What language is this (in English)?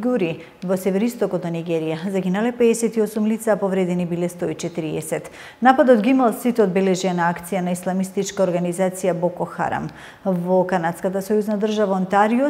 Macedonian